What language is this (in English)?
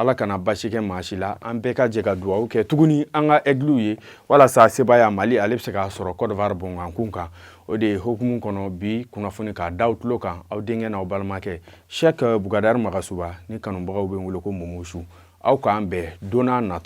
Bambara